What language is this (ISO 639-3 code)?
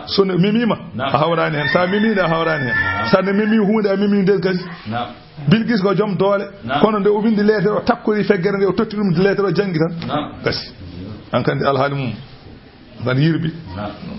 ful